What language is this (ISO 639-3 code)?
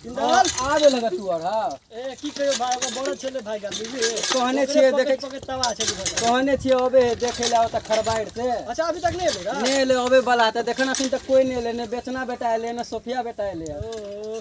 mai